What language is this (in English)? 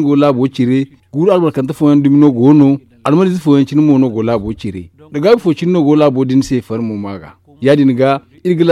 Zarma